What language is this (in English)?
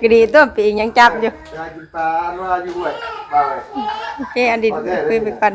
Northeastern Thai